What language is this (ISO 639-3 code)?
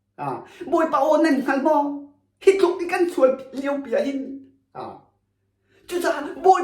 cnh